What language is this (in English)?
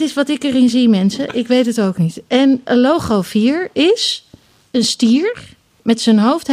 Dutch